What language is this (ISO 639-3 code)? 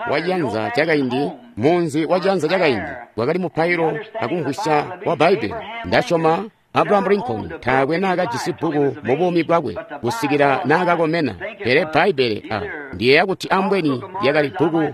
toi